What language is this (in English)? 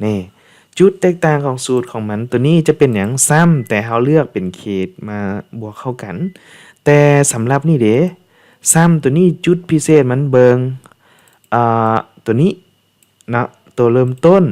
Lao